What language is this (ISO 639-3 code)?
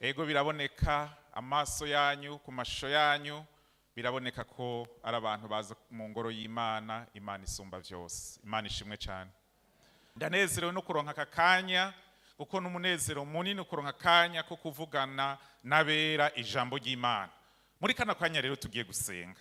run